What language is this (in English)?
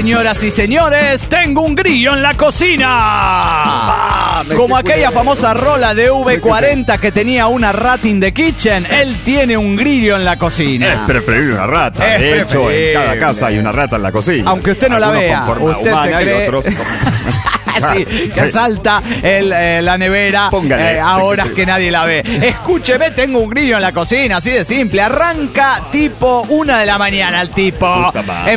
Spanish